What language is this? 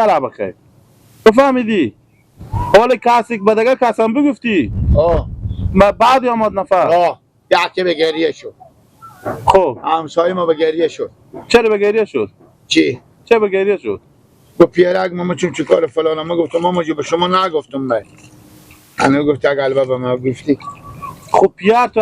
Persian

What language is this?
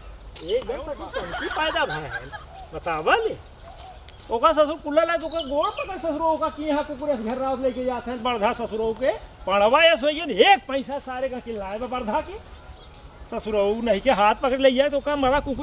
Awadhi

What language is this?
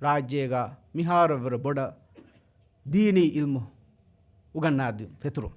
Divehi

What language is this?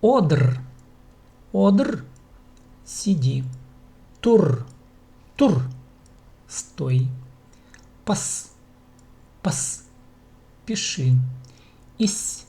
Khakas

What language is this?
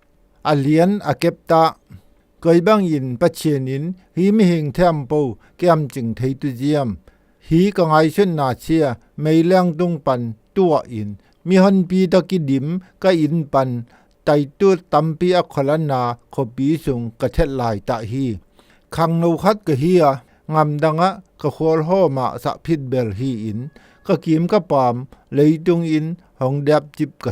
Zou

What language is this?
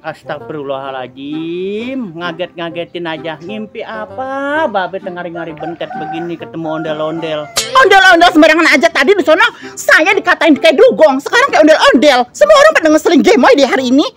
Betawi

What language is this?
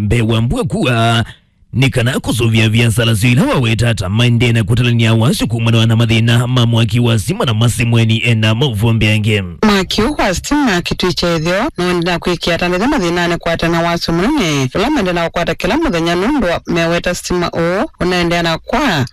Kamba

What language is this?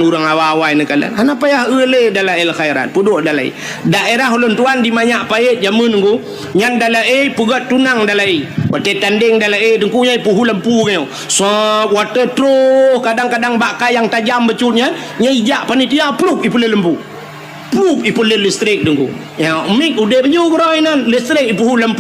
Achinese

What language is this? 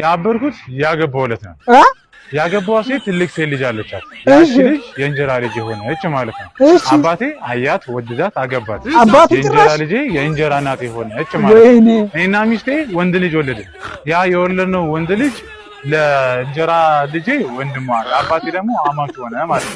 Amharic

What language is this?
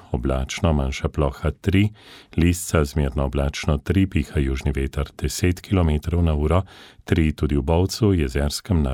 Slovenian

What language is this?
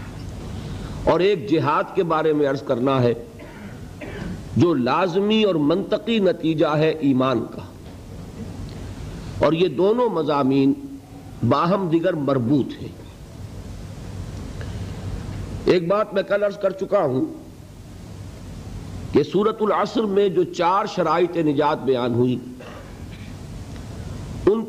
Urdu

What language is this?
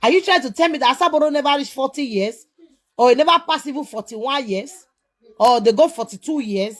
Nigerian Pidgin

